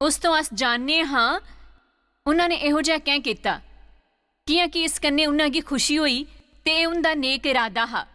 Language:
Dogri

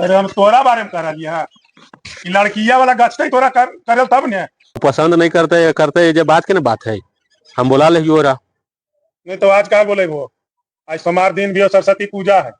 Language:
Magahi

